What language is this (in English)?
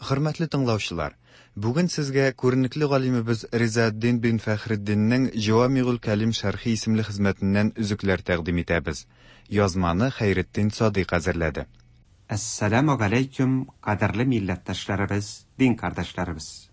Tatar